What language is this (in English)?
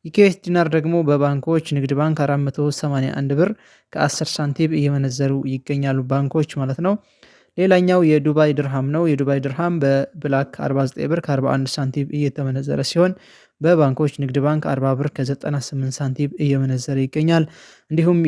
Amharic